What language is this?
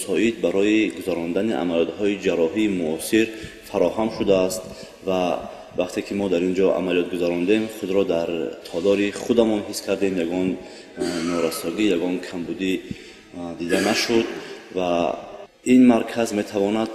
Tajik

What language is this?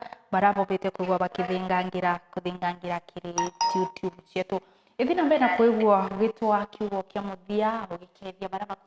Meru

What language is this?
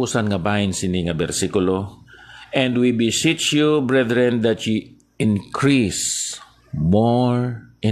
Hiligaynon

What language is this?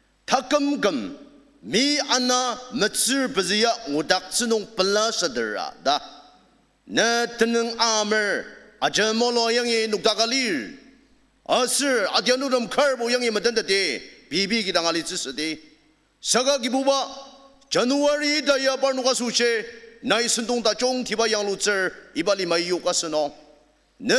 Ao Naga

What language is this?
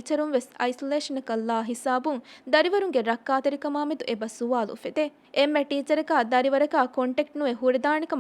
Divehi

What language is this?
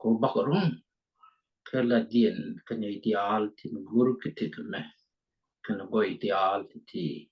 Nuer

